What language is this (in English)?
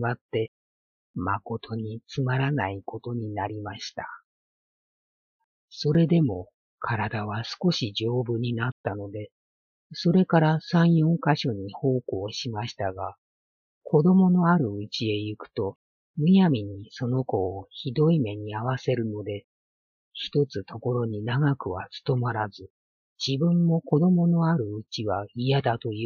Japanese